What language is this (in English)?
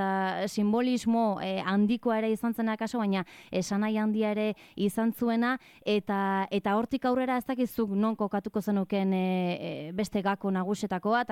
Basque